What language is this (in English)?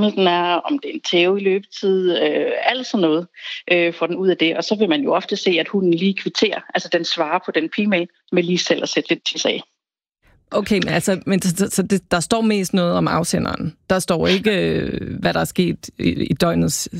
Danish